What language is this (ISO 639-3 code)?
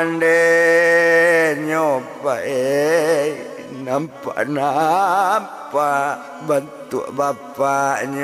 min